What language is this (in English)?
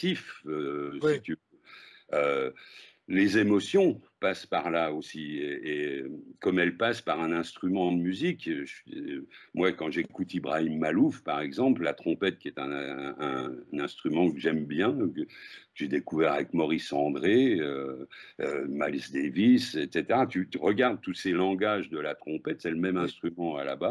French